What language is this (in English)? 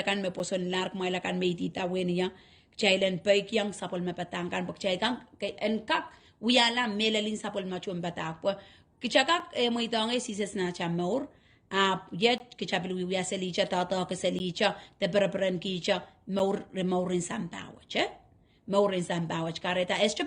Pohnpeian